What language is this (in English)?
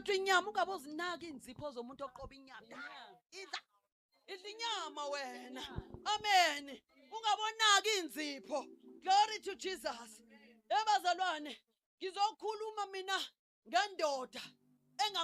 Zulu